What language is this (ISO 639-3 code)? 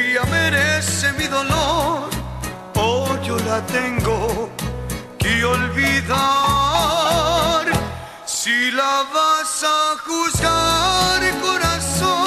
spa